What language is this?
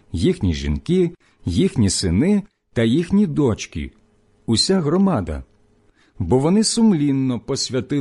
Ukrainian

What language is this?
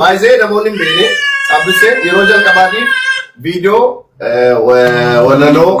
Oromo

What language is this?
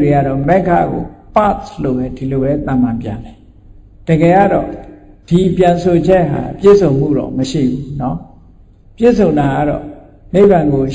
Burmese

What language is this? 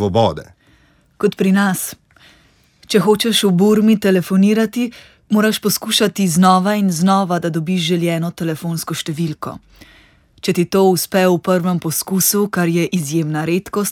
Slovenian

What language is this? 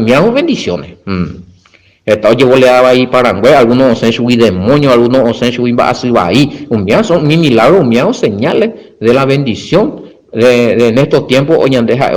Guarani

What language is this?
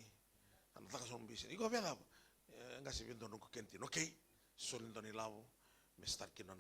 Fijian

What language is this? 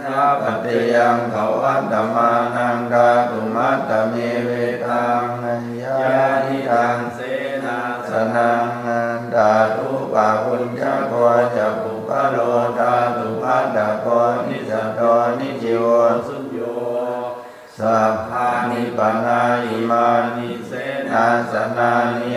Pali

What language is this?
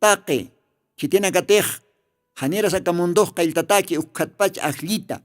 Aymara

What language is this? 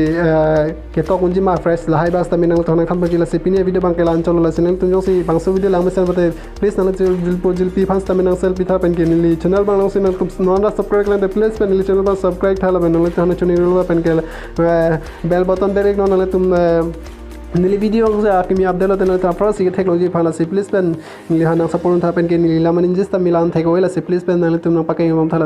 Karbi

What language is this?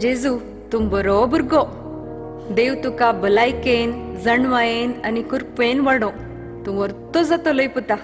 Konkani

